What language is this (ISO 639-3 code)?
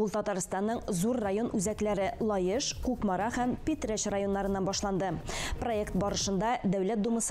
tat